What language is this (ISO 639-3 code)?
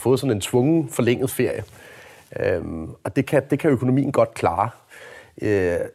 dan